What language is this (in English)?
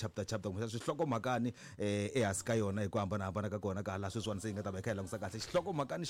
Tsonga